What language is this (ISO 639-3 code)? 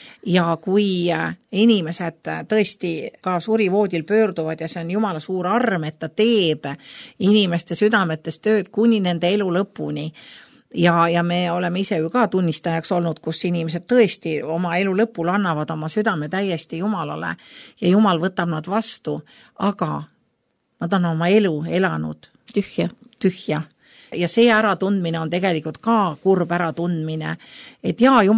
est